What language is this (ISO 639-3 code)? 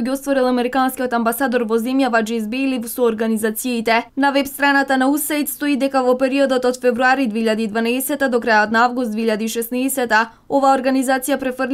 mkd